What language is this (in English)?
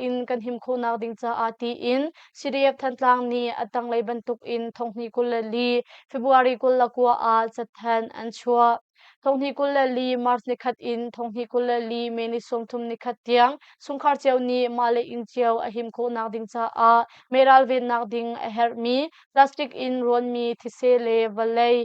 Hakha Chin